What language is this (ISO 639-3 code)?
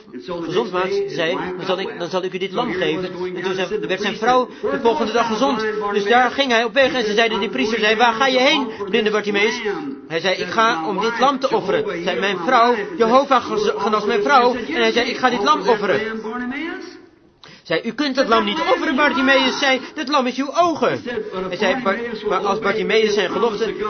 nld